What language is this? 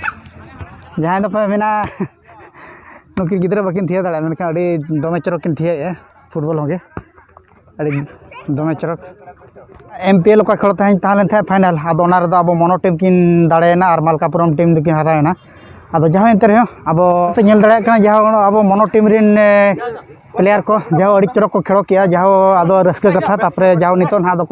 Santali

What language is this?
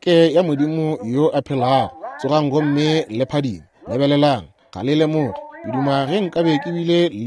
Northern Sotho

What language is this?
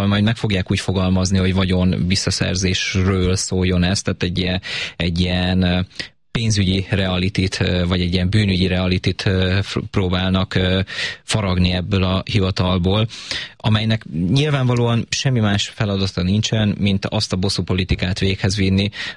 Hungarian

